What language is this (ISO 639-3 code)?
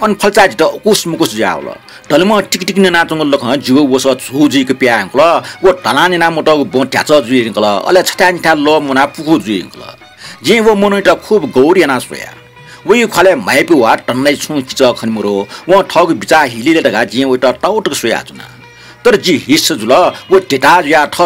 new